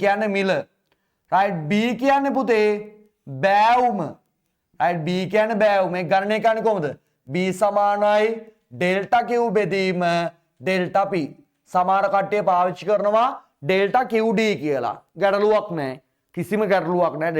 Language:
Sinhala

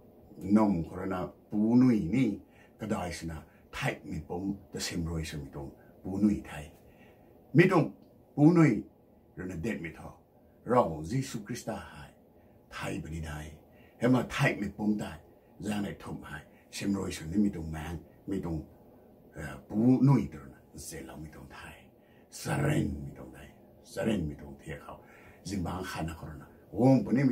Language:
Rongmei Naga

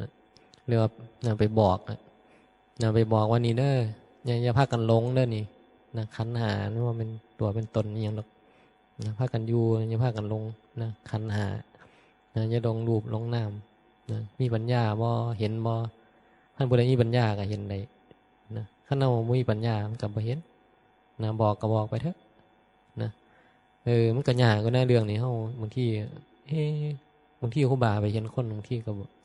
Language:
Northeastern Thai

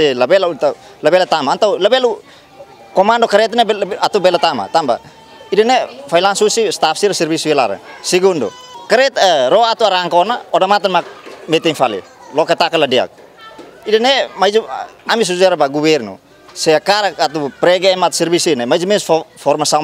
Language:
Tetum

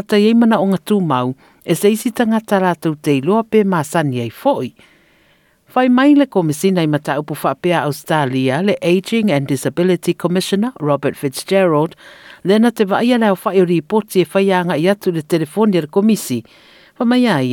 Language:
Samoan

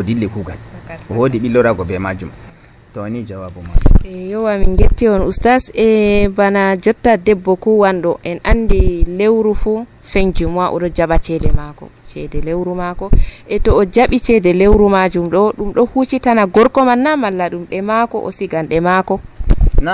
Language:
Nigerian Fulfulde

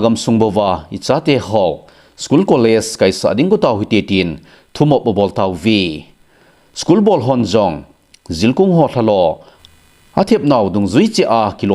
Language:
Thado Chin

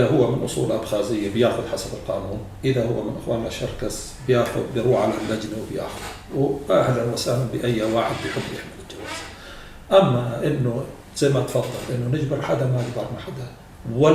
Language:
North Levantine Arabic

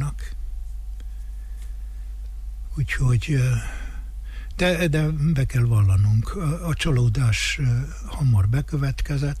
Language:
Hungarian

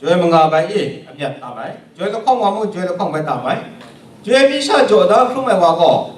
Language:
Kachin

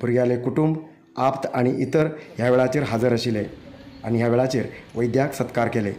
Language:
Konkani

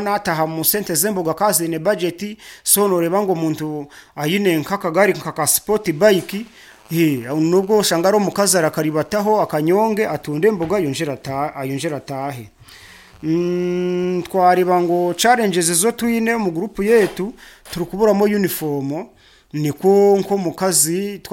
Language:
Nyoro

